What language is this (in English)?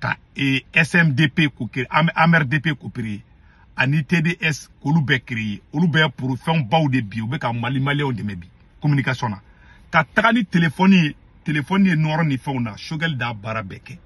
Bambara